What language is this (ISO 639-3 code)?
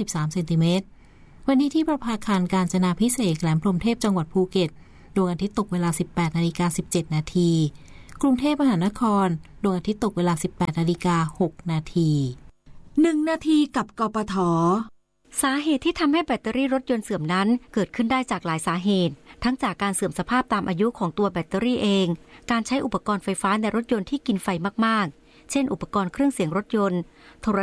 tha